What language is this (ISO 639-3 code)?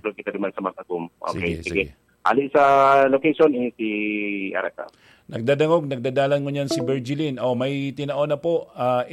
bik